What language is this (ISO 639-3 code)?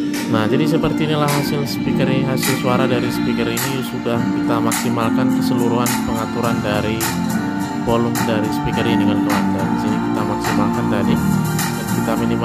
ind